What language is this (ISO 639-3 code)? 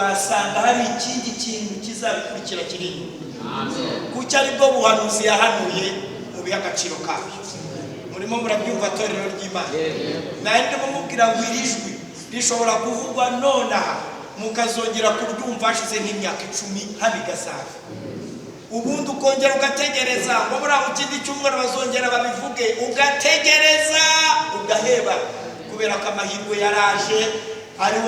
kin